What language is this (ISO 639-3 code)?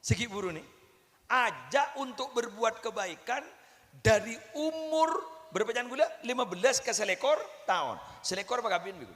mad